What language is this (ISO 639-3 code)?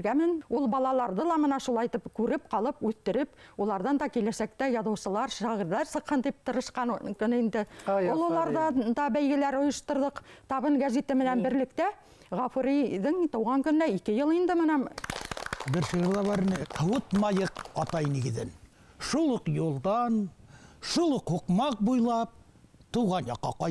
bak